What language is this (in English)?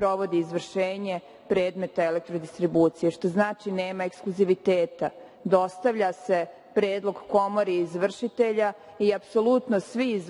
Serbian